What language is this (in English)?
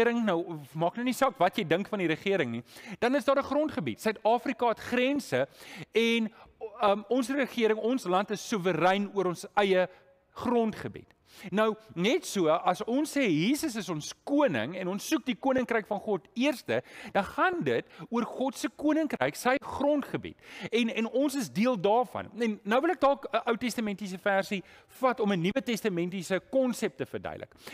Afrikaans